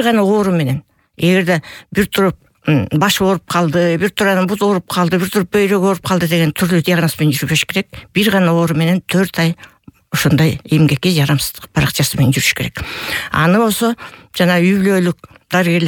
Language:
Kyrgyz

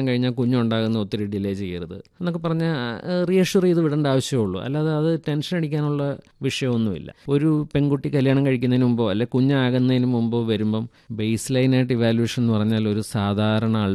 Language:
Malayalam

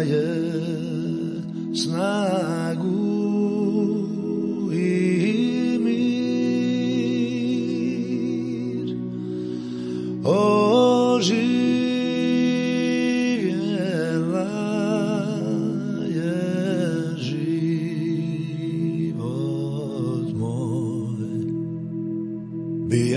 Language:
Croatian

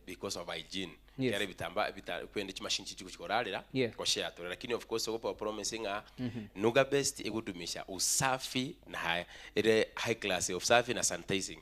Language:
Gusii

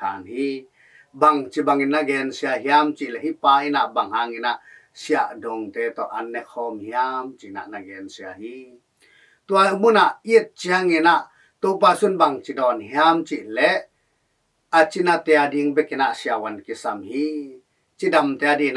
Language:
Tedim Chin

